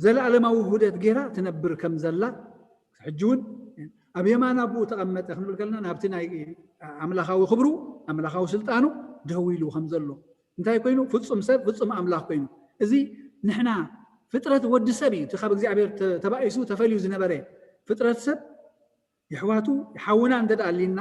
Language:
Tigrinya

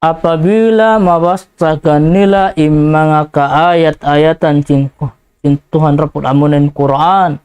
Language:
Tausug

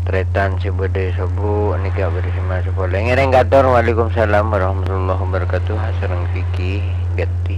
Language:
Madurese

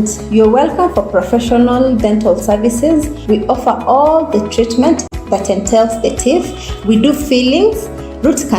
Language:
Gusii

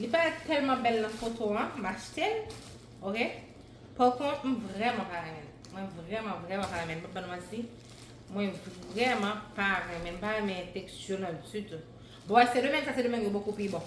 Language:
Haitian Creole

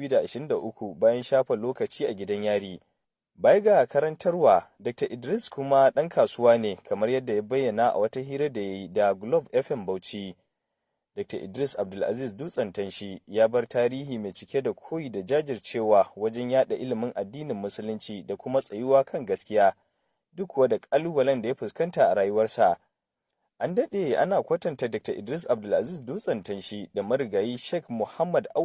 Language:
Hausa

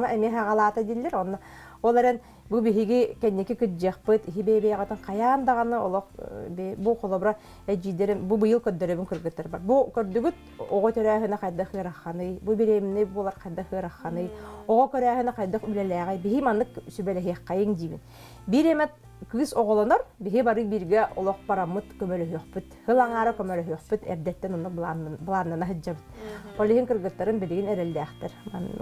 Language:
Yakut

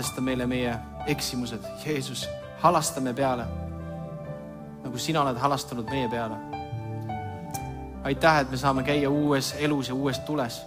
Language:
Estonian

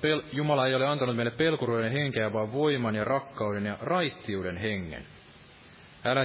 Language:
Finnish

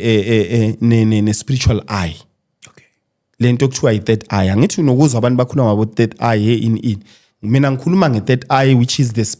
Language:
Zulu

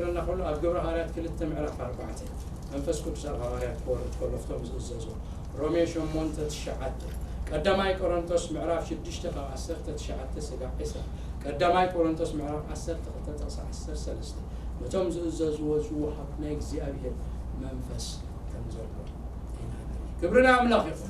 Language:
Tigrinya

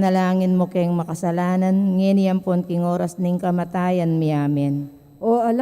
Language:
Pampanga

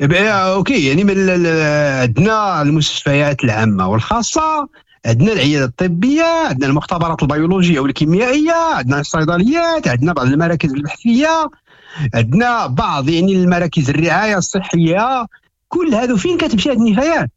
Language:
Moroccan Arabic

